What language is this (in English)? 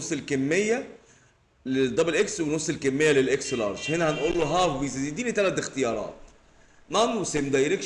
Egyptian Arabic